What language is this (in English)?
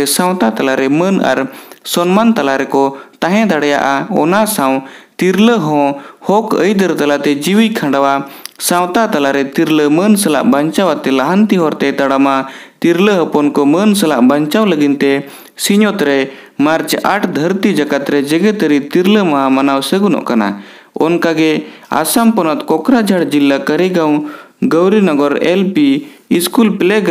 Santali